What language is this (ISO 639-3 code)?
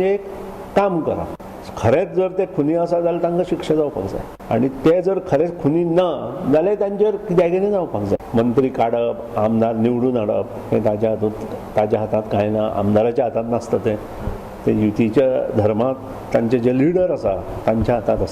kok